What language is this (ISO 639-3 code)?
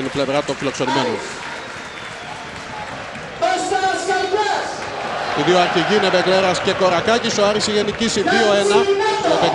ell